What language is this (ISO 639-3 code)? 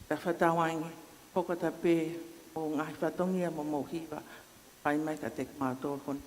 ton